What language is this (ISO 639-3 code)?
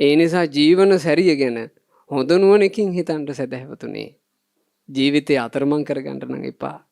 sin